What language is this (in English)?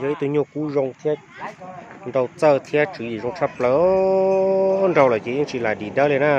Hmong